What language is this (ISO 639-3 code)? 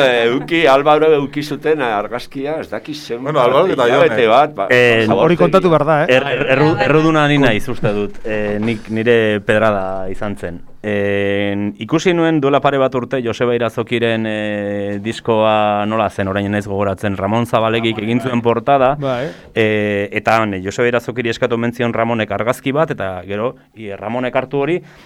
eus